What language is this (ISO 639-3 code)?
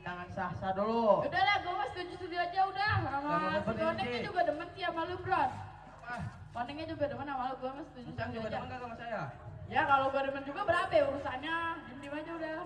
bew